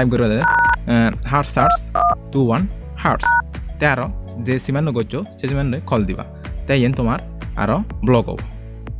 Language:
Chakma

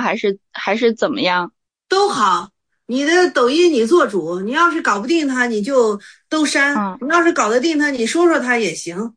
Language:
Chinese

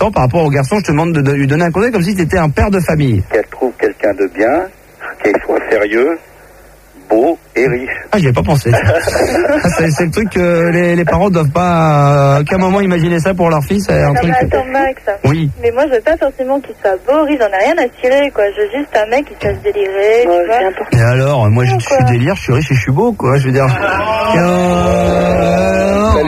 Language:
French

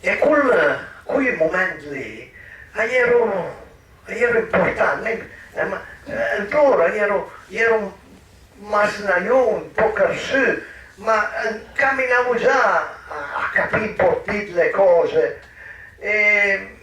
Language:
Piedmontese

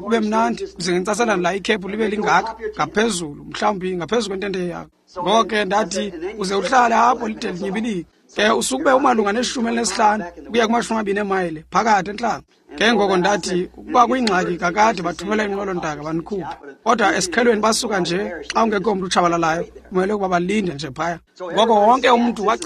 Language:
Xhosa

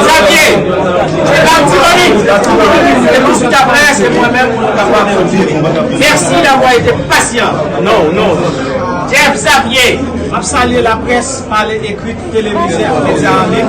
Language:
Haitian Creole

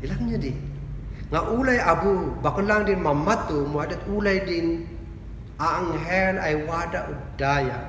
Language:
Kankanaey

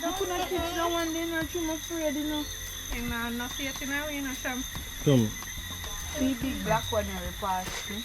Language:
Jamaican Creole English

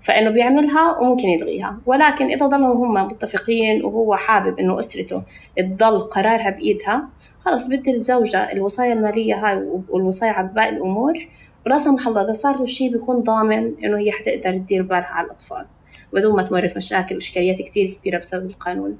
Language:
North Levantine Arabic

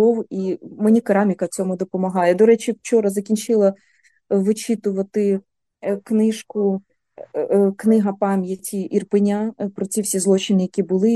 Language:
Ukrainian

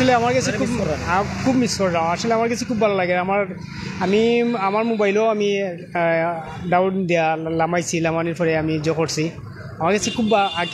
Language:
Sylheti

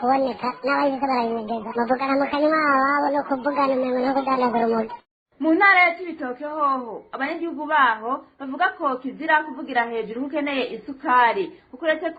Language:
Rundi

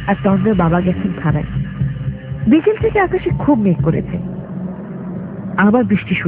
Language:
Bangla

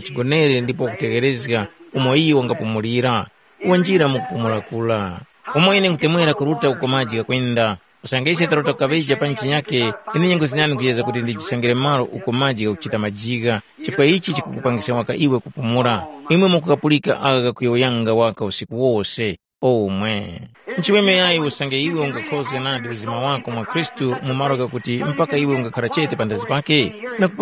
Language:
Tumbuka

